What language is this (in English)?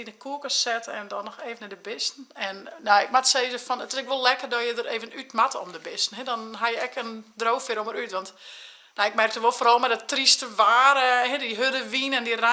Western Frisian